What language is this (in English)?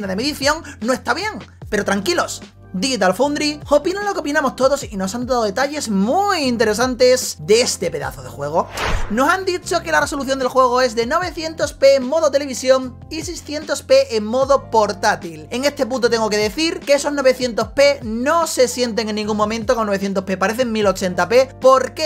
Spanish